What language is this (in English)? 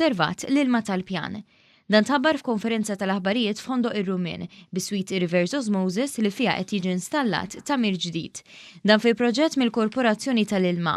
Maltese